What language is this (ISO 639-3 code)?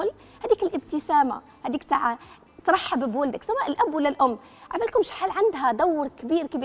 arq